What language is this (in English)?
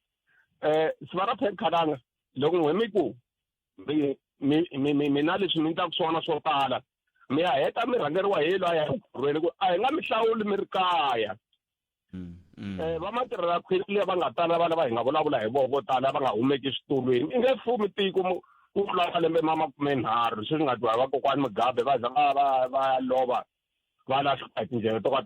Tsonga